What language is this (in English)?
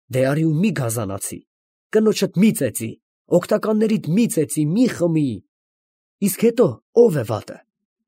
Armenian